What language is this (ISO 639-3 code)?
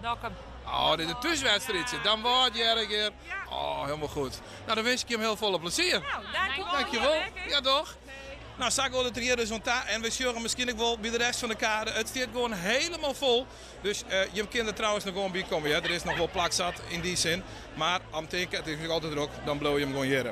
fry